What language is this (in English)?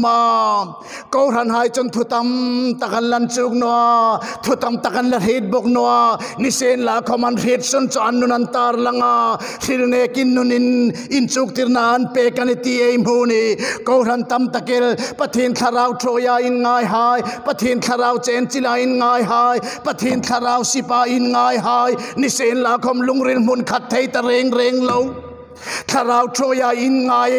Hmar